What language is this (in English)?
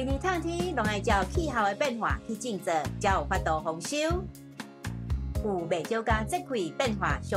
Min Nan Chinese